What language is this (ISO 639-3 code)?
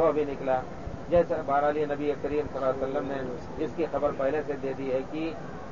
urd